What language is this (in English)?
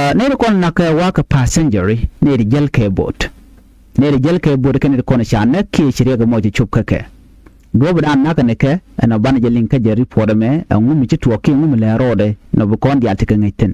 Nuer